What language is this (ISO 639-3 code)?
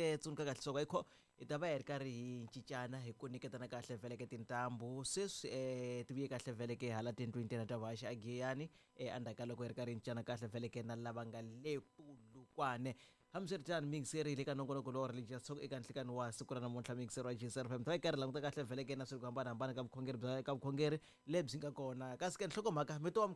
tso